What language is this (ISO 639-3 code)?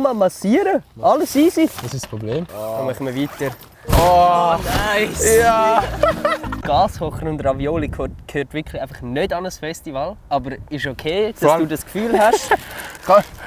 gsw